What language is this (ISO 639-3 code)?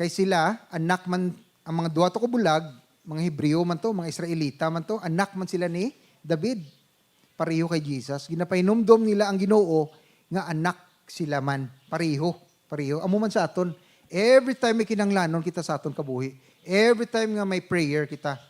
hil